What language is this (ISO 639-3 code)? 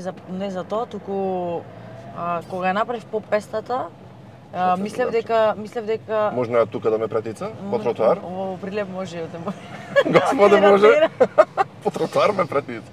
mkd